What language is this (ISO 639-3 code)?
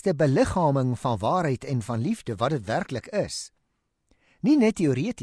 afr